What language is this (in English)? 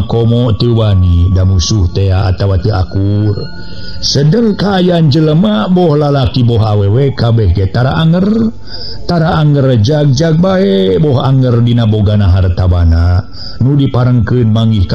Sundanese